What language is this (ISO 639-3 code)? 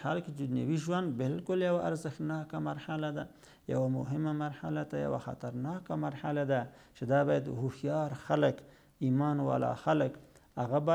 pus